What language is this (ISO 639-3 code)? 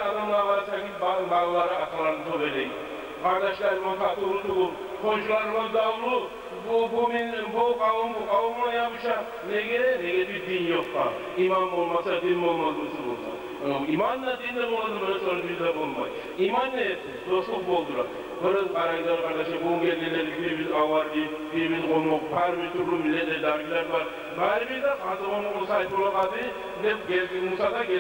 kum